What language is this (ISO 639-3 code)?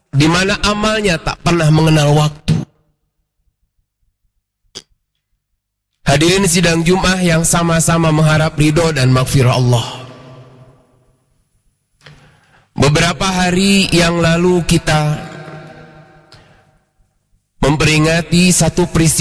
ind